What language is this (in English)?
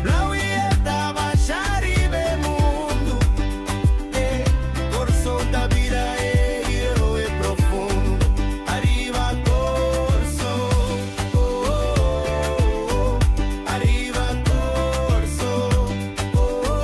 Papiamento